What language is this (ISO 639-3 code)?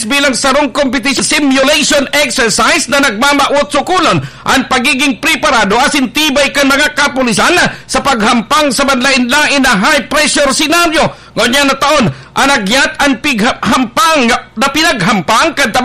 bik